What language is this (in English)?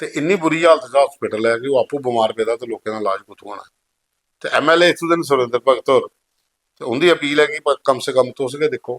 Dogri